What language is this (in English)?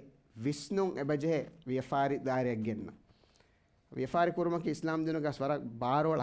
Divehi